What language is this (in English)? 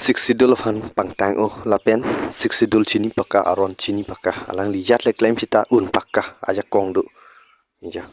Karbi